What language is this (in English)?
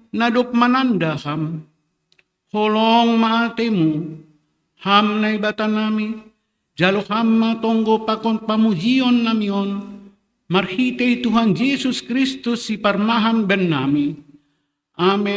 Batak Simalungun